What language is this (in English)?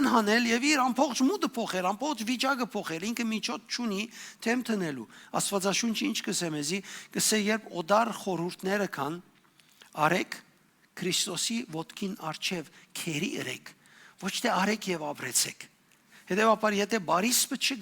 Western Armenian